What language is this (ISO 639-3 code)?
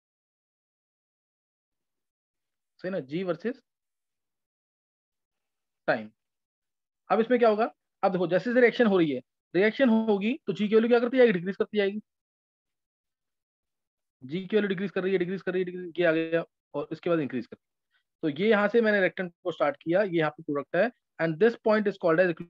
hin